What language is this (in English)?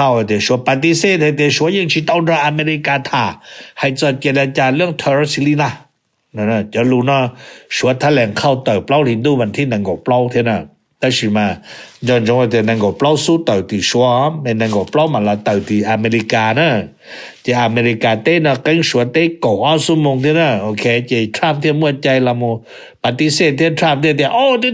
Hmong